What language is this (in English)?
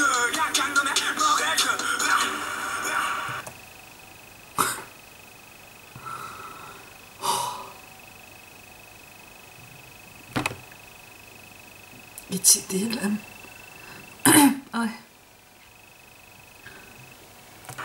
Turkish